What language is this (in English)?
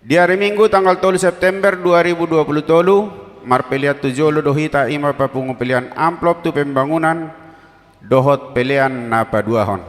Batak Toba